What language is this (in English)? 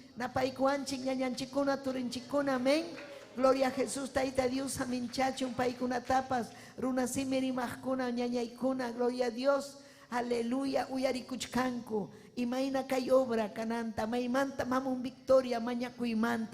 Ayacucho Quechua